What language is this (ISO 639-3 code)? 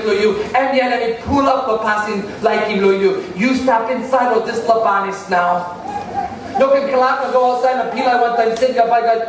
tpi